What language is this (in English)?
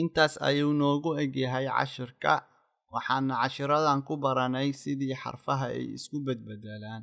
Somali